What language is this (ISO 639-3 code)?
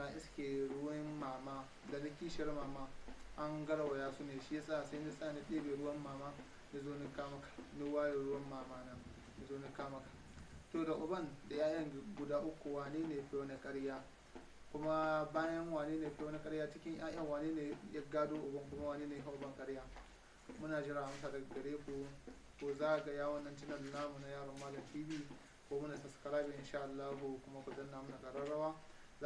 hau